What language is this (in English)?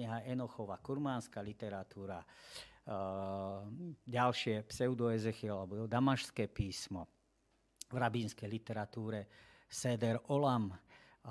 Slovak